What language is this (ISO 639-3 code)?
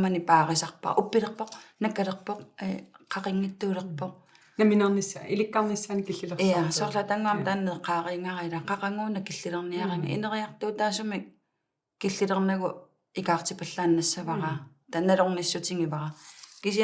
kal